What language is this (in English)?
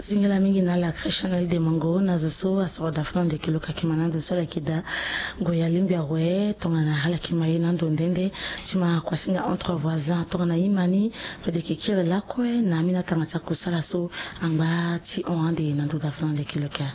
Sango